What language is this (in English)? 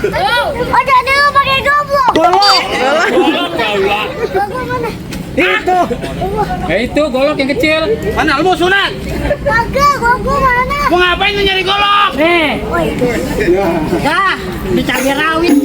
Betawi